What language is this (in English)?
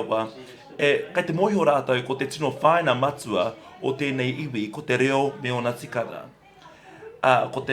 Māori